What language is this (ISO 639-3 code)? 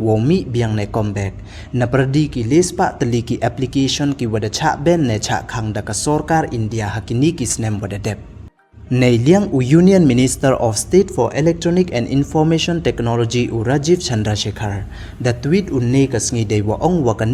pbv